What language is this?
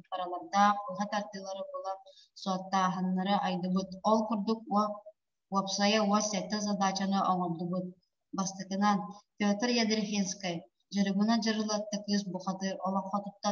Yakut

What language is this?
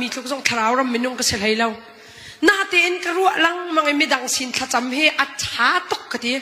Hakha Chin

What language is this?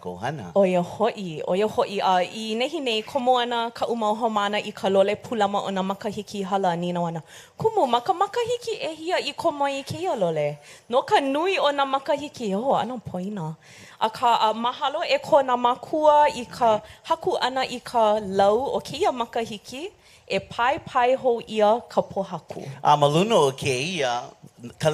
Hawaiian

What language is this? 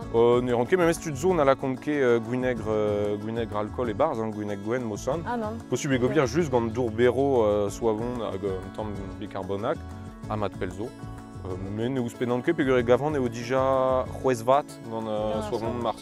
Breton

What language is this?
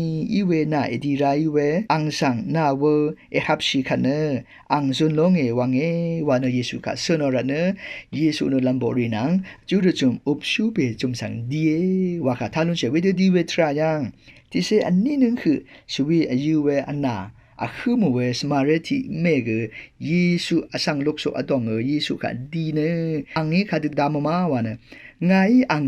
Rawang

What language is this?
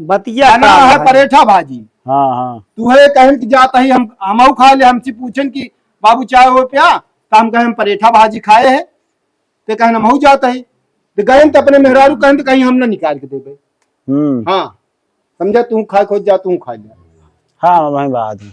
Awadhi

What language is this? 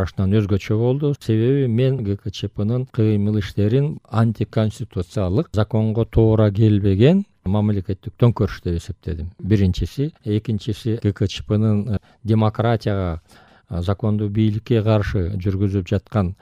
Kyrgyz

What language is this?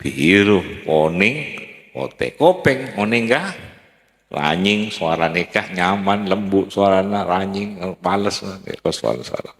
Madurese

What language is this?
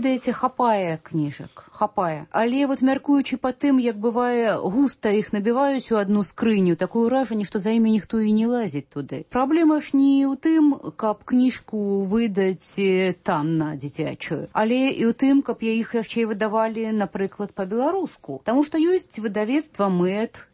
Belarusian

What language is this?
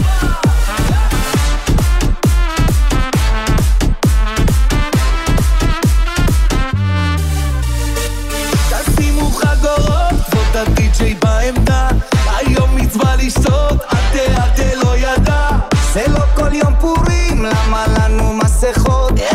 Hebrew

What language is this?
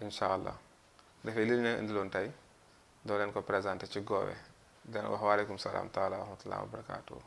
Wolof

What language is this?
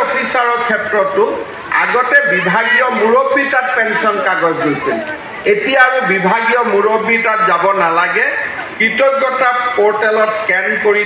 Assamese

